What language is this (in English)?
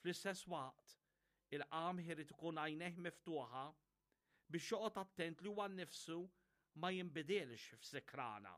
Maltese